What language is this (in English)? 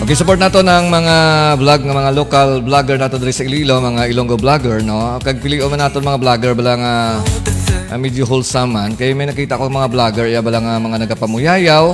Hiligaynon